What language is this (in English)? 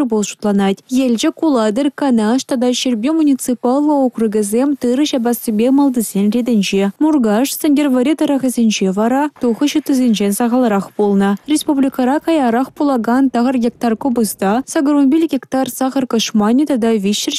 Chuvash